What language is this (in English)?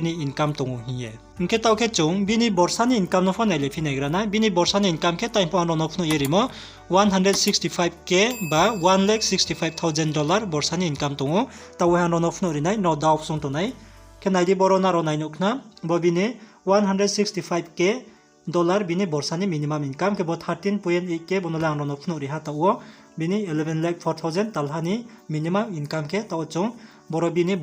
Riang (India)